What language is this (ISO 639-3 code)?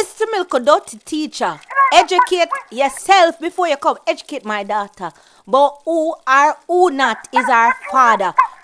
jam